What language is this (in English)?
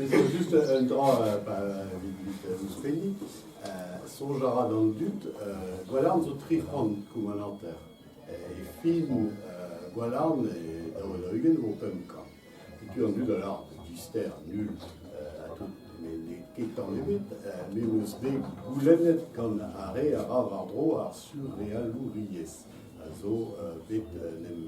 Breton